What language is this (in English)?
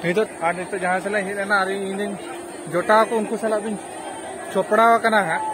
Santali